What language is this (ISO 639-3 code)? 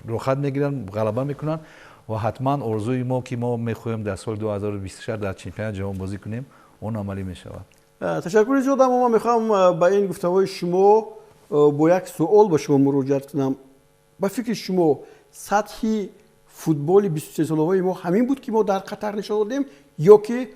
tgk